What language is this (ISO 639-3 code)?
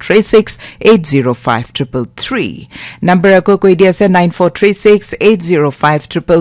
nag